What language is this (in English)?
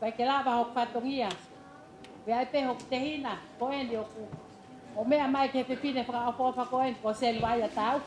Tongan